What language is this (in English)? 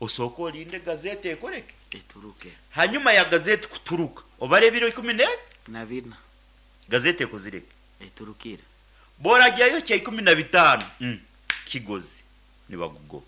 Nyoro